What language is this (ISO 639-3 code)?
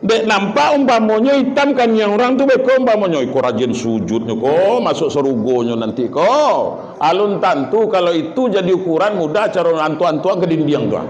min